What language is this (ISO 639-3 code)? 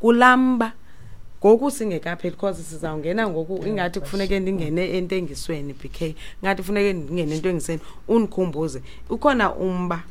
xho